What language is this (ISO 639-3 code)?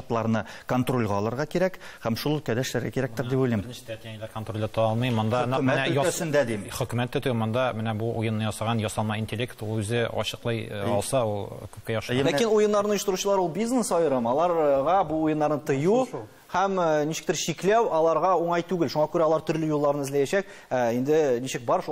tat